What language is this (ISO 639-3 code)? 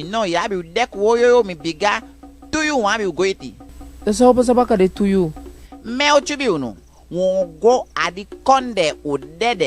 djk